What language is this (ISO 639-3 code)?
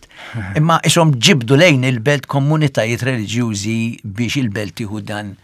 mlt